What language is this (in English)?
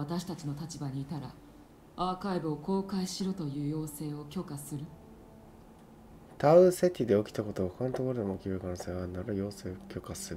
Japanese